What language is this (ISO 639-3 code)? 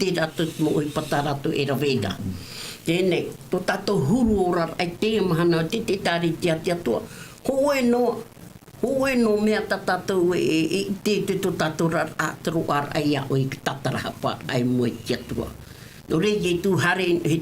tah